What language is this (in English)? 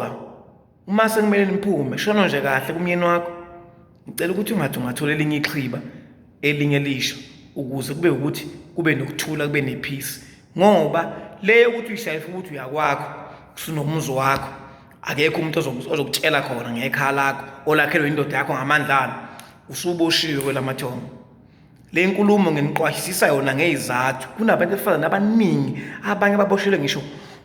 Zulu